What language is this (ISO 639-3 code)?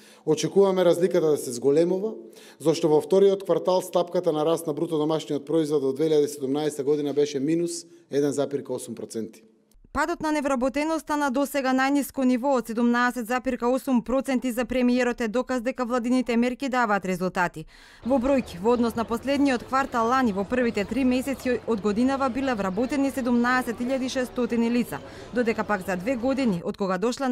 mkd